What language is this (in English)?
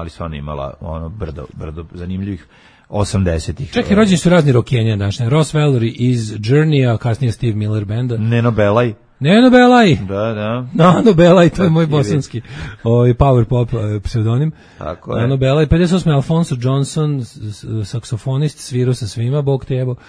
Serbian